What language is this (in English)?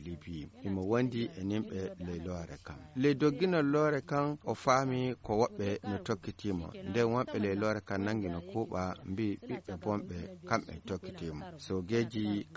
Fula